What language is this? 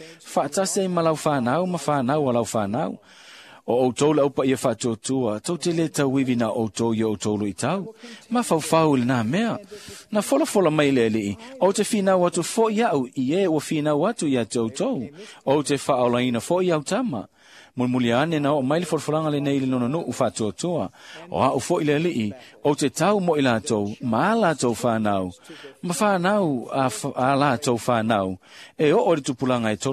Samoan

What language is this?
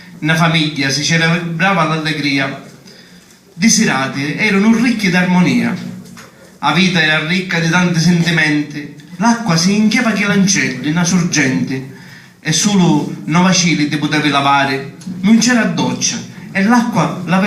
Sicilian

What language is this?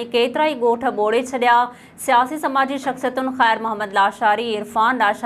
Sindhi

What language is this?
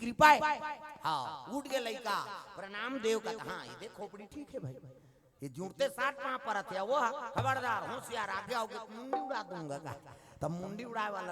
Chhattisgarhi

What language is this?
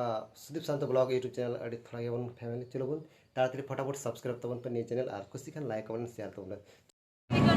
Santali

